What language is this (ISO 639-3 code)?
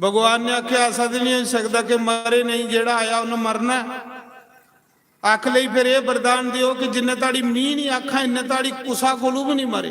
doi